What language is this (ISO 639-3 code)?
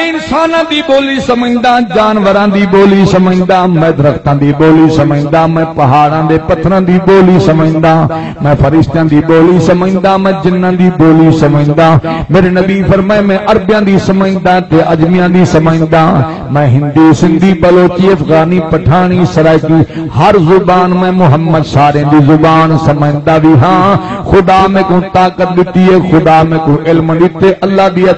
skr